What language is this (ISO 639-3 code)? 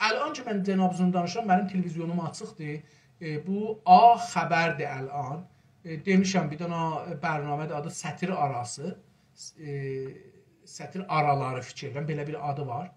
azb